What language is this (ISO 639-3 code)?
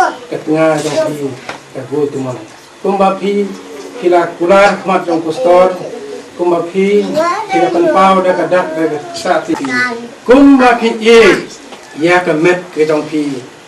kha